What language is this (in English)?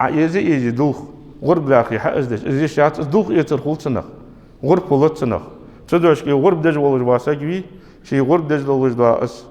Ingush